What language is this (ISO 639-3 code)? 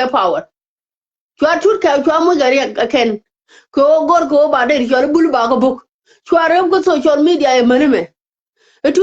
nus